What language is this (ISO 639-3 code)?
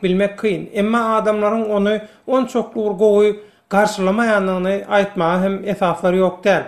tuk